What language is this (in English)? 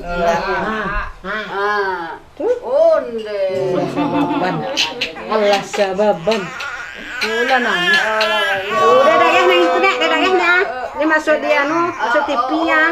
Minangkabau